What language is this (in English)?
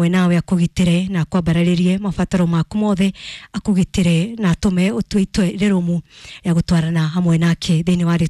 Kikuyu